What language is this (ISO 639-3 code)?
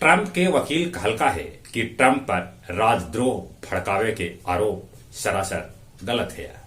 mag